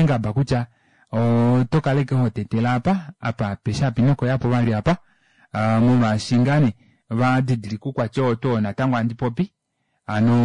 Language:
Kuanyama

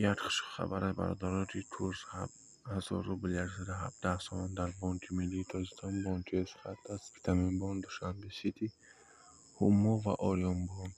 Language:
Tajik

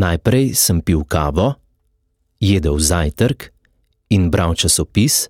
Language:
Slovenian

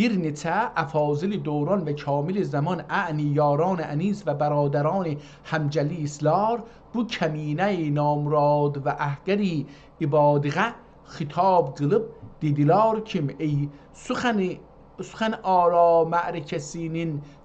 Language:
South Azerbaijani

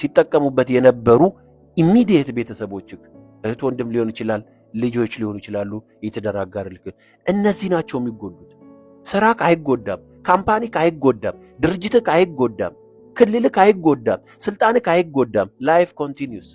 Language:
Amharic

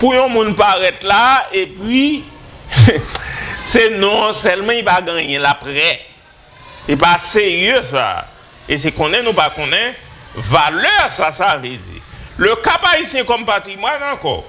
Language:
Haitian Creole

